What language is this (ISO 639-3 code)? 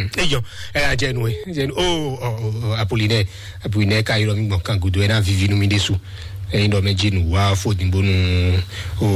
fon